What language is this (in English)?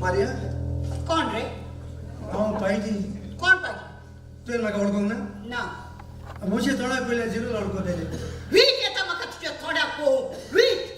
Konkani